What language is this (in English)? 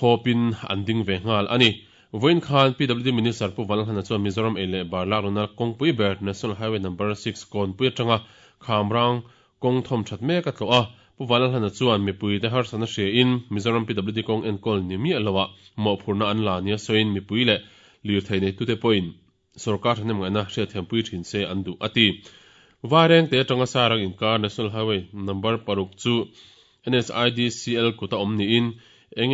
Mizo